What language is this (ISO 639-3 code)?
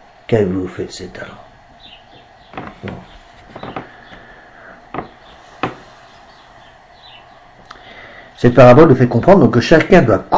fra